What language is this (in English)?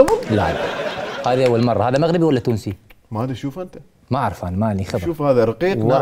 Mesopotamian Arabic